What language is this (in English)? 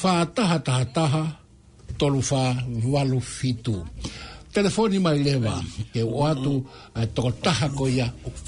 Tongan